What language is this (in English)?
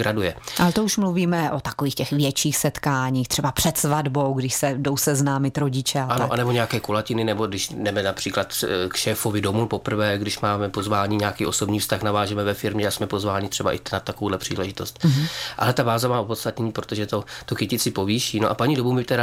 Czech